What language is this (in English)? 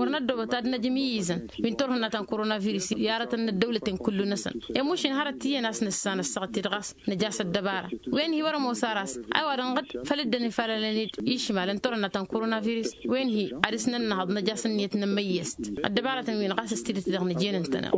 Tamasheq